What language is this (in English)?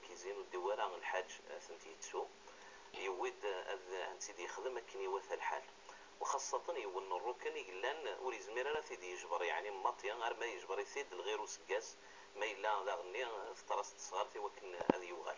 Kabyle